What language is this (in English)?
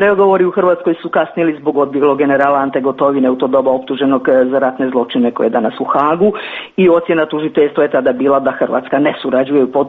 Serbian